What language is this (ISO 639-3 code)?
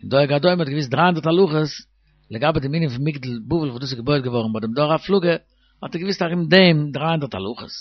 yid